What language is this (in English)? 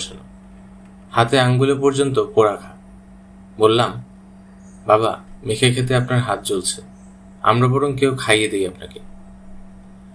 Bangla